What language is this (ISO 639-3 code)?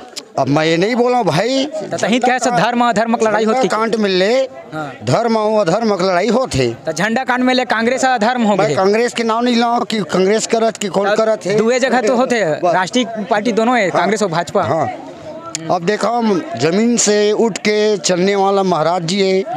hne